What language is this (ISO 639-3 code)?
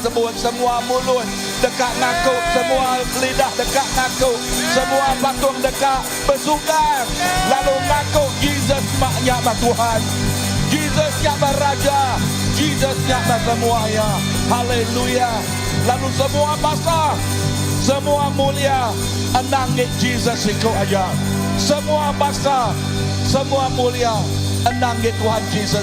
iba